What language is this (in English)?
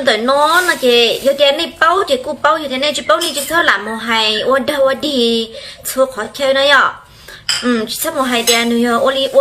Hmong